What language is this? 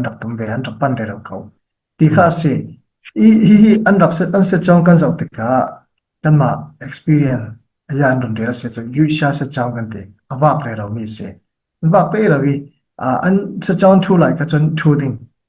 Falam Chin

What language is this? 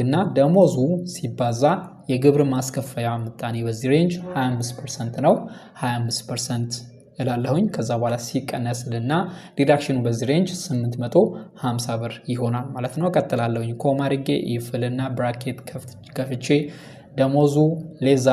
Amharic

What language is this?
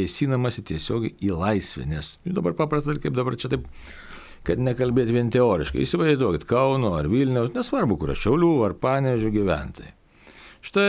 Lithuanian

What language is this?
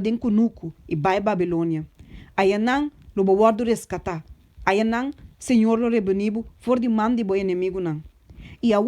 Papiamento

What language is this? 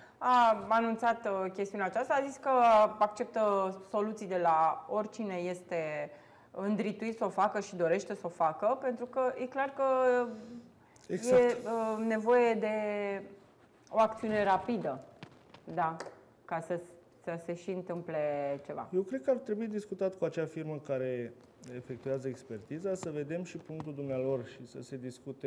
Romanian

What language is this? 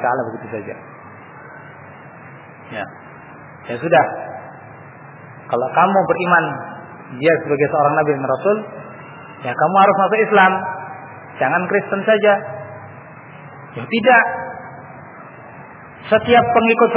Indonesian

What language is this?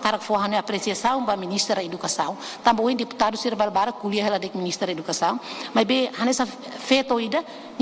Tetum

